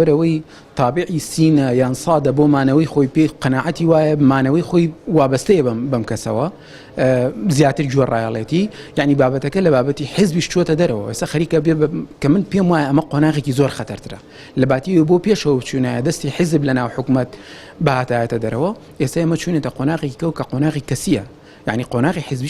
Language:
Central Kurdish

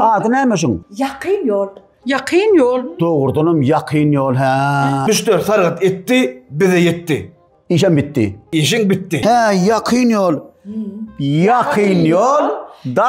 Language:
Turkmen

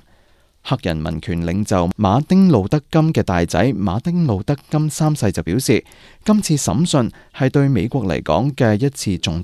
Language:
Cantonese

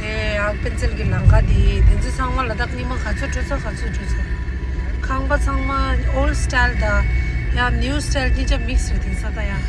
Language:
Tibetan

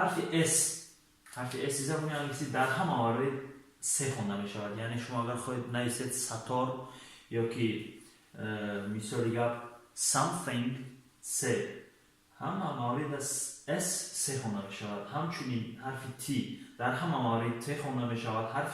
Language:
Tajik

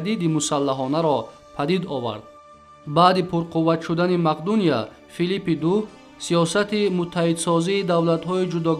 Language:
Tajik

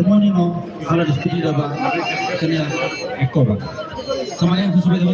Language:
Tetum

